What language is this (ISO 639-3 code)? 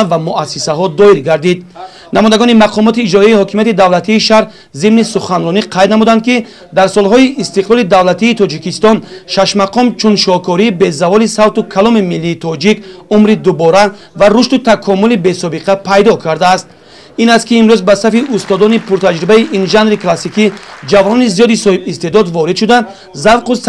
tgk